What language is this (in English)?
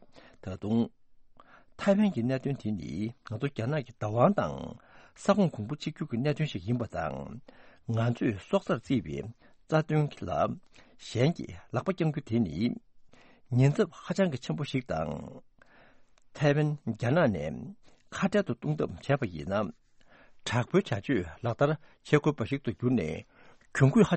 Tibetan